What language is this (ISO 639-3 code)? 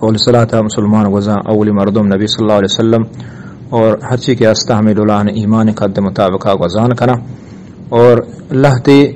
bgp